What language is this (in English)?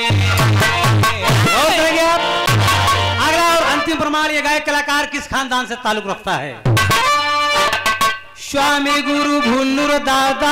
Bhojpuri